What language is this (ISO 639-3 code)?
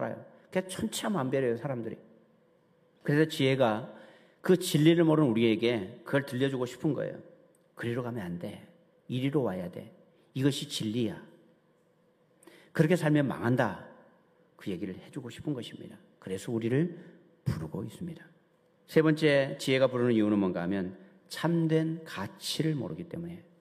kor